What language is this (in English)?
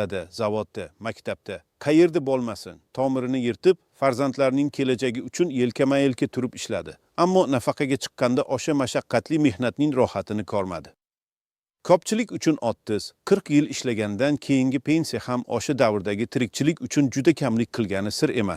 Uzbek